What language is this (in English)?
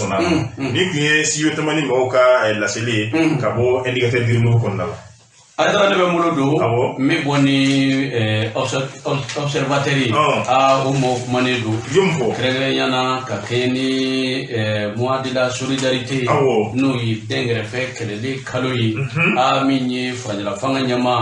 Bambara